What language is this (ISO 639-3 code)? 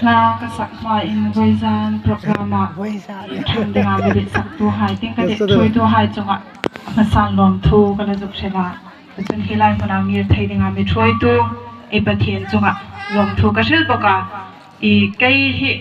hmr